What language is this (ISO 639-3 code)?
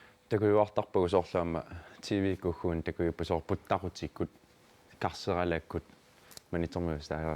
kal